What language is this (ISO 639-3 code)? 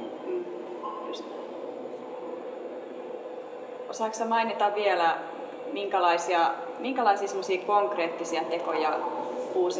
fin